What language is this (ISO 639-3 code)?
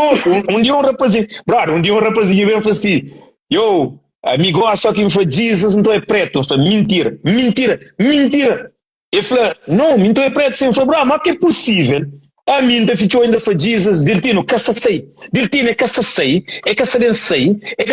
kea